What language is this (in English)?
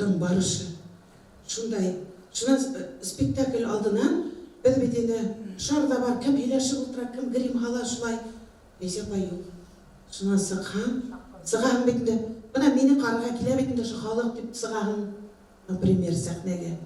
Bashkir